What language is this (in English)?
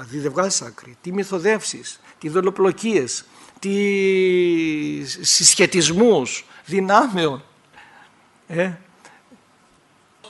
Greek